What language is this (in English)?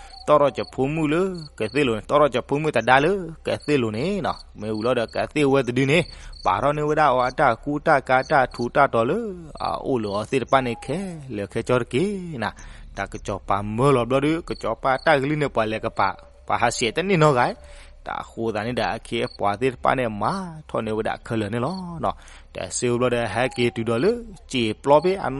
S'gaw Karen